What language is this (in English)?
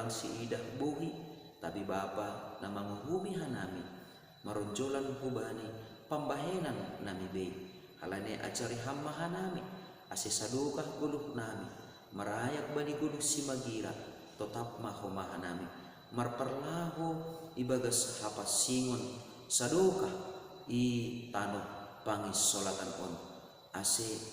Batak Simalungun